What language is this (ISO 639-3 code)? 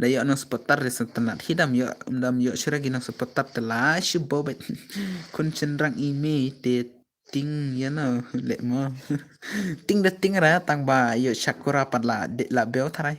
kha